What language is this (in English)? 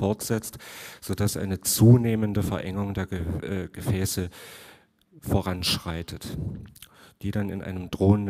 German